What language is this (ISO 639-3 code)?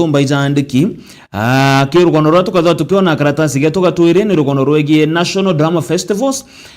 mer